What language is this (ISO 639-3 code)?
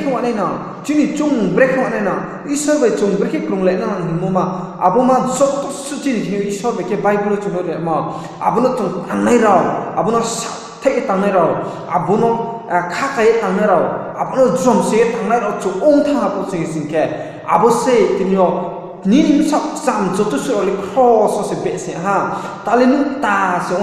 ria